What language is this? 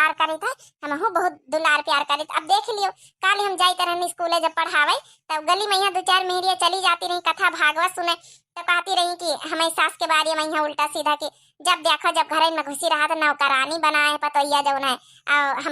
Awadhi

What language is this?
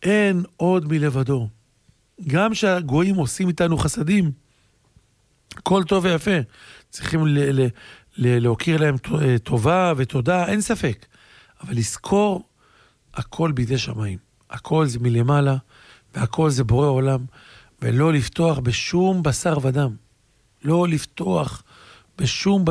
Hebrew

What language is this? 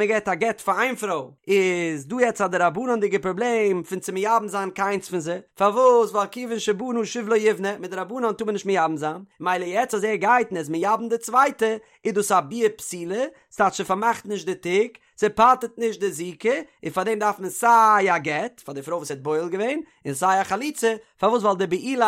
Yiddish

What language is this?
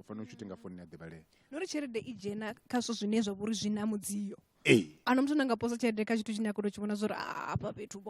Venda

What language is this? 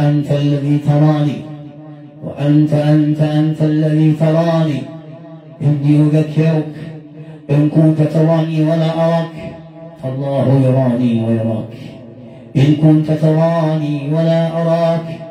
Arabic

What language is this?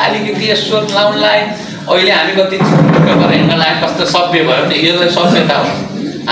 Nepali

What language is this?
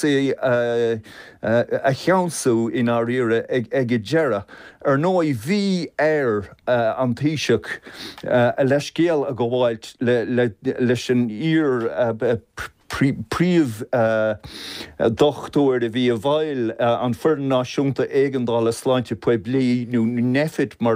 Irish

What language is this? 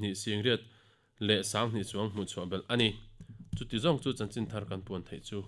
Mizo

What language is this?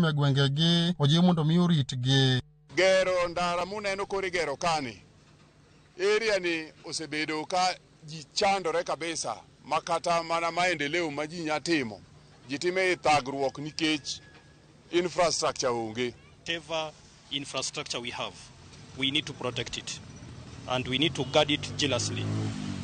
Luo (Kenya and Tanzania)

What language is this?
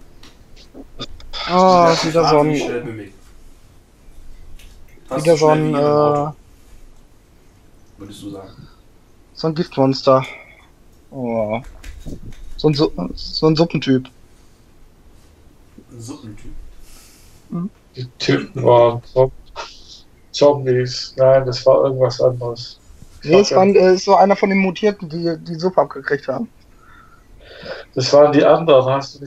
German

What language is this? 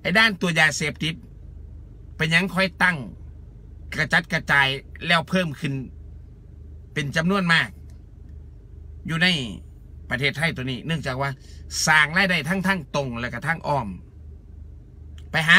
Thai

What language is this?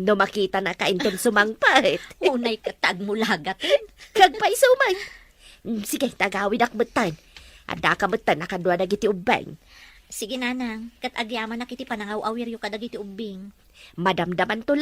Iloko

